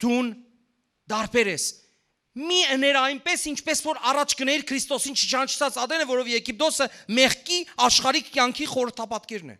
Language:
Western Armenian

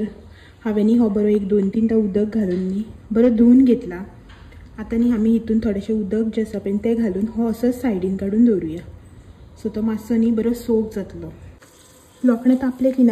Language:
Konkani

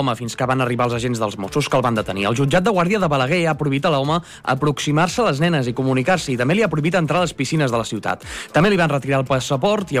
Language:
Catalan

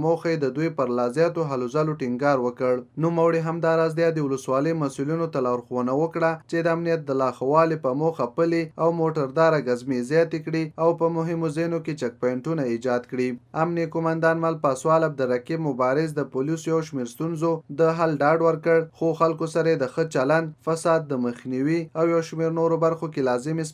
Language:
Pashto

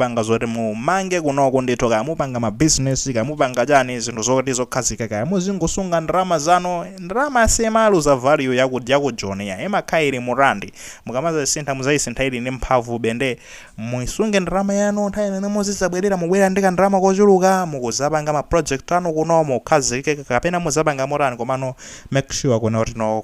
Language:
Nyanja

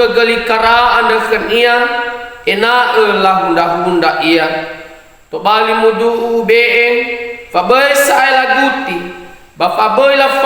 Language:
Nias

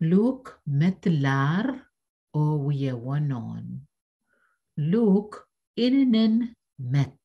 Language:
Pohnpeian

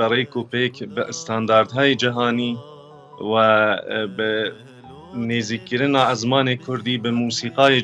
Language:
Kurdish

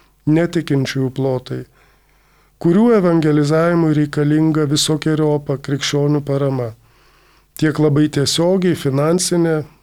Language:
Lithuanian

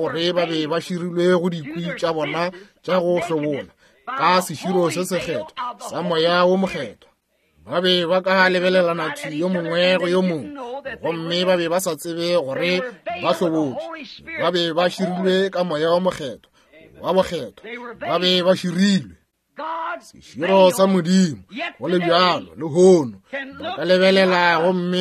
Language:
Northern Sotho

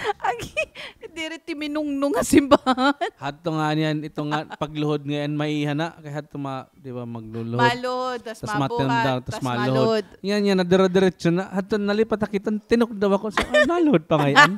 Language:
Waray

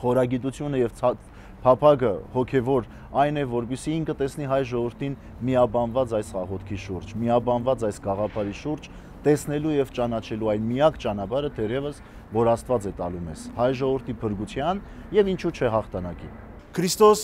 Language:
Armenian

